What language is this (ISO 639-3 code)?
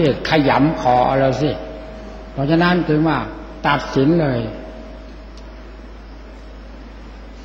tha